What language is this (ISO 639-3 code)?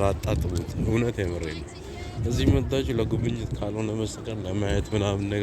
amh